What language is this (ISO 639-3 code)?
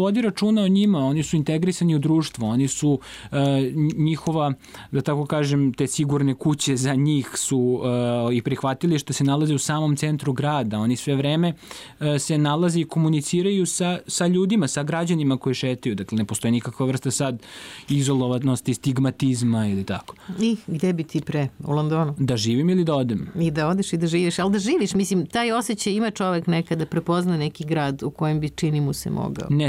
srp